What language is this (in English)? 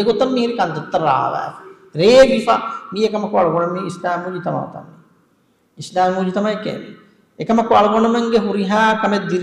Divehi